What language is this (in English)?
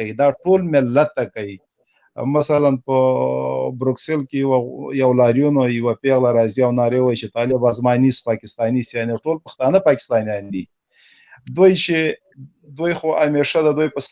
Pashto